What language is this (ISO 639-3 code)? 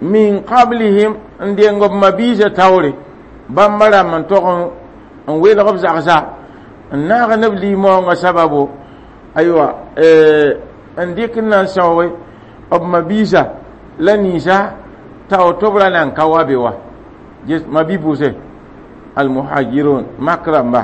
mos